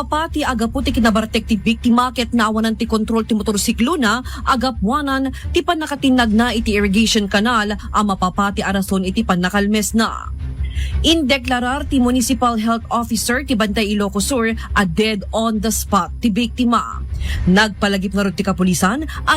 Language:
Iloko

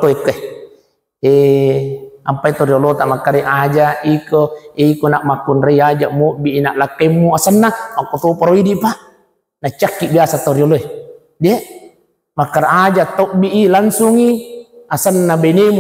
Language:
Buginese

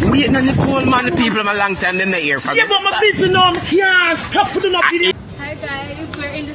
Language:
Jamaican Creole English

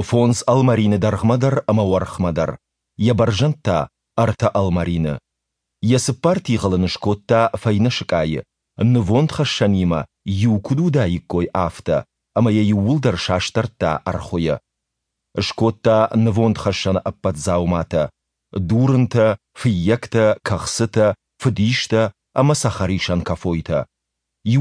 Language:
Ossetic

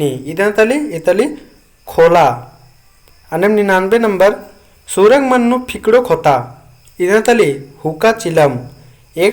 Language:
Kurukh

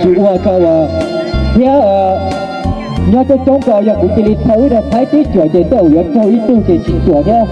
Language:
Hmong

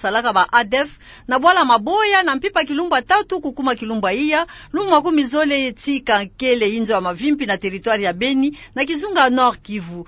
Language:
Kituba (Democratic Republic of Congo)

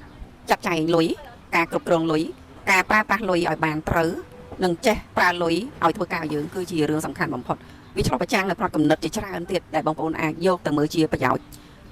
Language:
Khmer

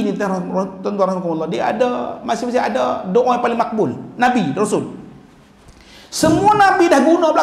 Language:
Malay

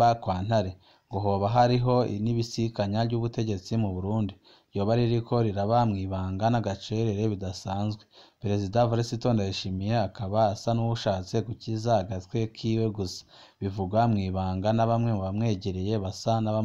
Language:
Rundi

